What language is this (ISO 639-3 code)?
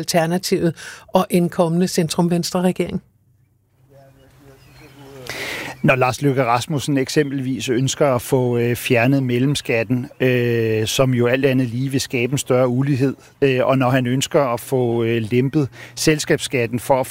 dan